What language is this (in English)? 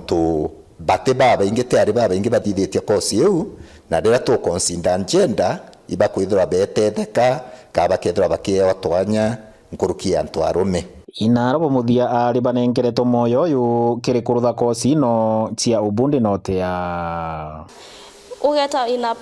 Meru